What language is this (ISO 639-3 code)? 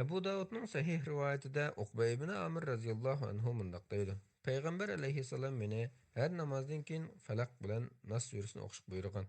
uig